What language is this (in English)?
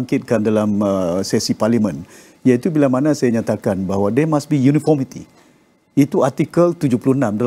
Malay